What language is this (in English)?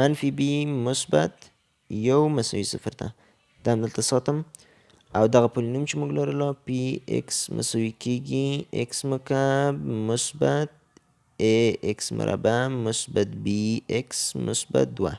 Pashto